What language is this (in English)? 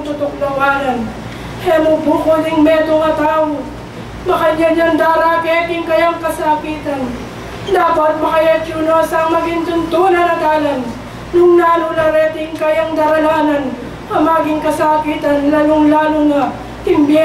Pampanga